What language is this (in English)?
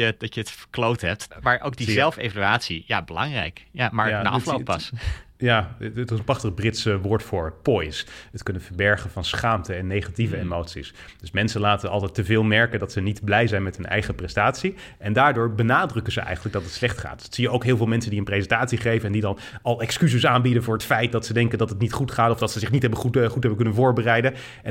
Dutch